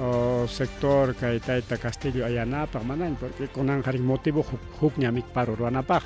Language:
Ayacucho Quechua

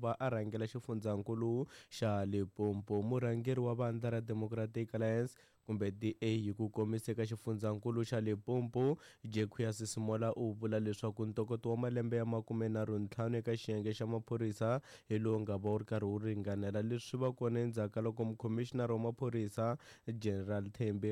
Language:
Tsonga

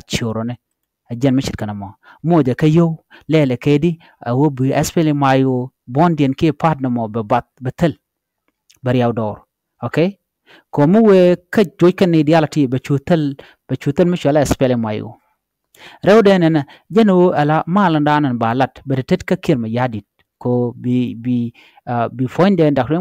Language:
Nuer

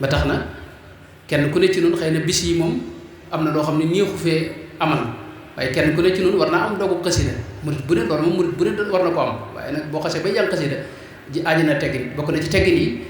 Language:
Wolof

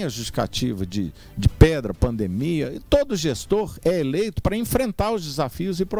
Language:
Portuguese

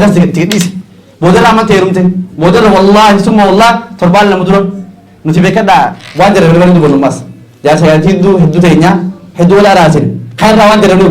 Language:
Oromo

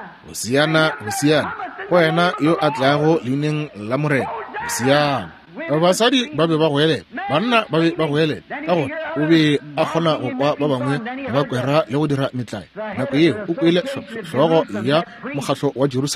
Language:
Northern Sotho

